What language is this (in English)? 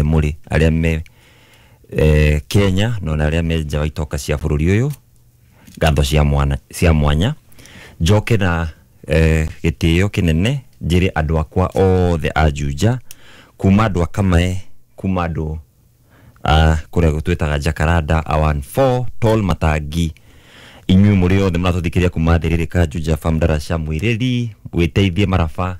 Kikuyu